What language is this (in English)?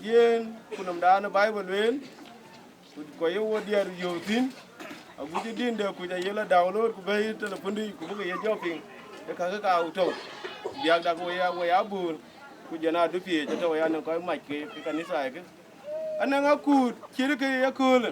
Dinka